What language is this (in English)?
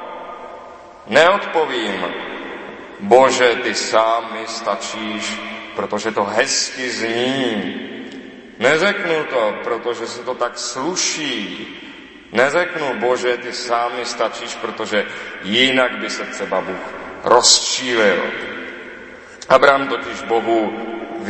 Czech